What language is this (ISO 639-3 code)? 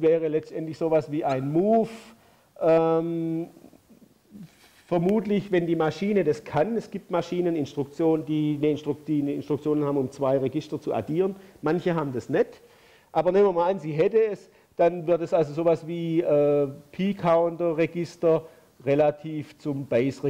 deu